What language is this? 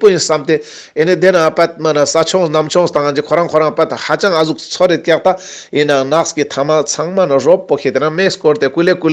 Ladakhi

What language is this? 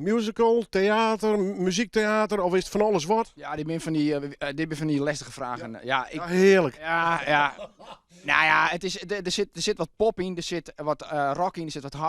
Western Frisian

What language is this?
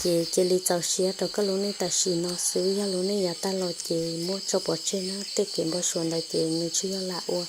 Hmong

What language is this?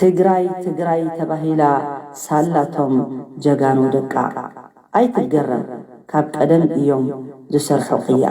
Tigrinya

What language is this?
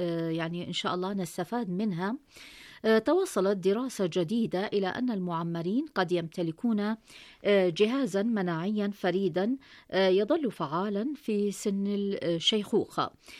Arabic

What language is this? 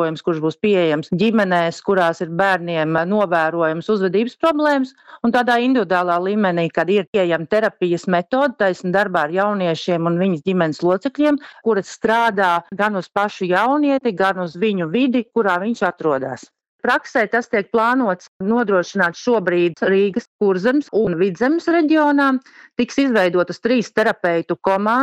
Latvian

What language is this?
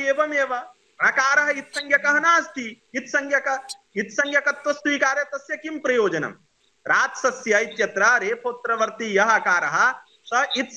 Sanskrit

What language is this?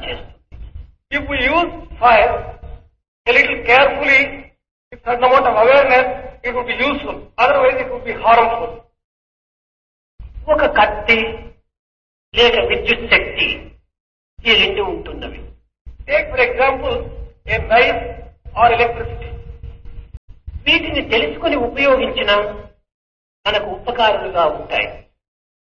Telugu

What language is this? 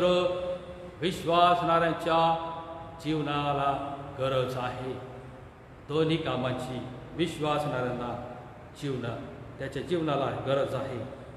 Marathi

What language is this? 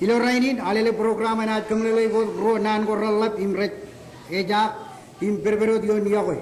Marshallese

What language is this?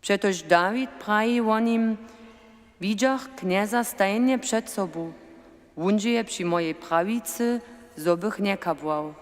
Upper Sorbian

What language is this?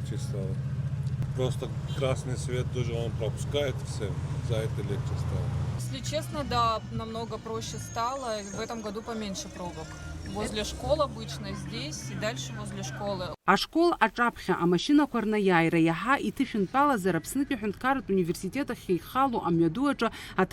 Abkhazian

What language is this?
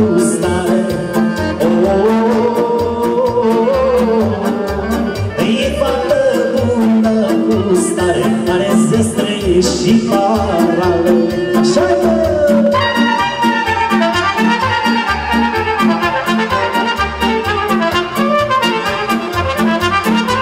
Romanian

